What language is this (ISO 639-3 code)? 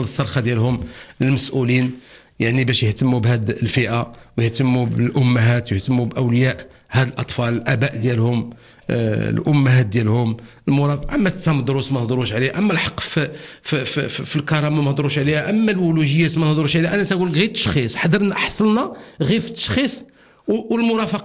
ary